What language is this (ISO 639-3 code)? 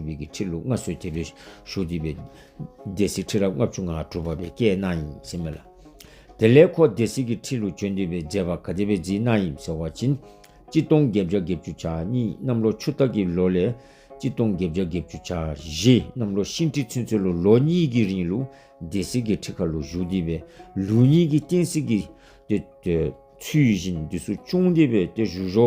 dzo